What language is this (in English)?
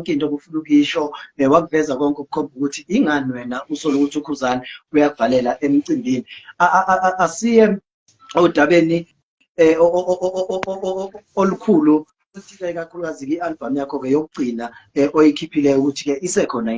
Zulu